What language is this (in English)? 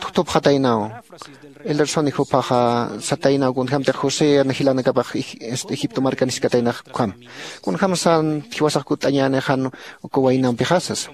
Aymara